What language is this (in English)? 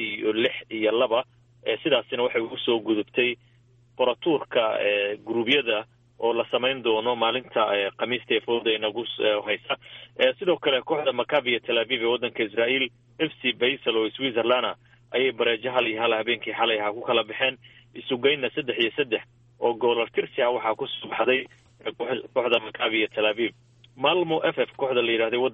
Somali